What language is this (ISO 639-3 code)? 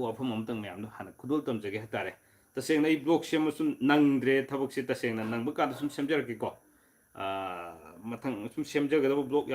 mni